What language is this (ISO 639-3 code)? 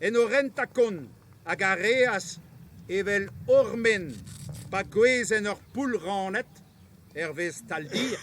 bre